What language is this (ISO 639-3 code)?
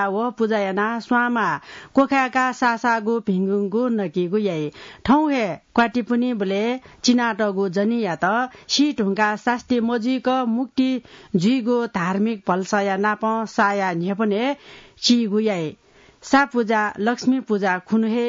new